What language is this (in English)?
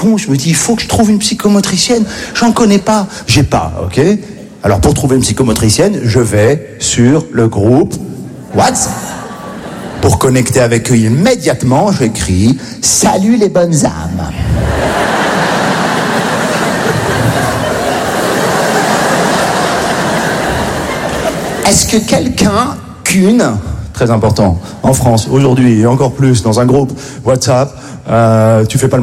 French